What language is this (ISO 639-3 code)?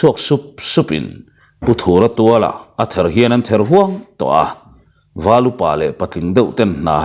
lus